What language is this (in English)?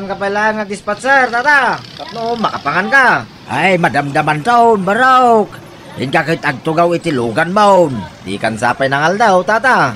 Iloko